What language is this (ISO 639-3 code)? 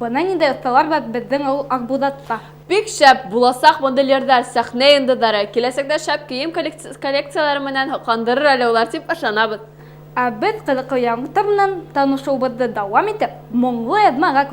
bak